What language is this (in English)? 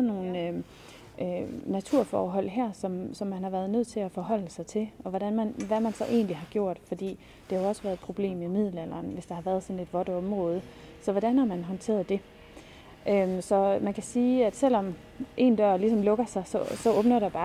Danish